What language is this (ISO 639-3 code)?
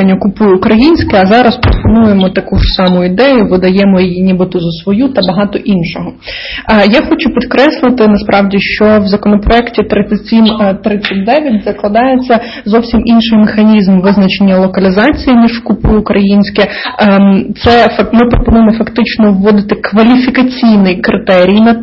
ukr